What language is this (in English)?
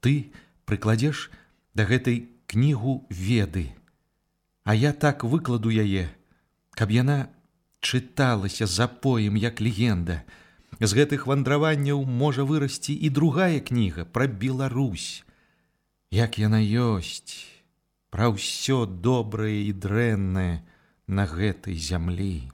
Belarusian